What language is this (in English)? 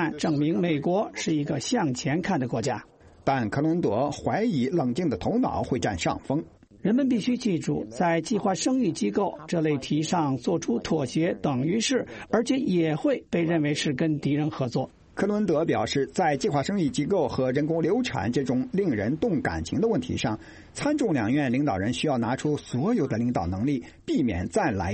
Chinese